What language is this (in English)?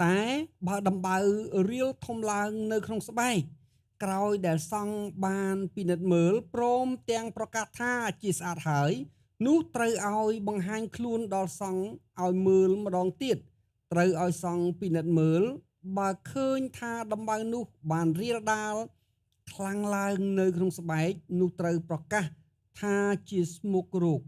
Khmer